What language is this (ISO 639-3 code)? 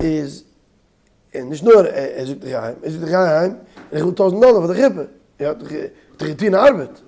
yid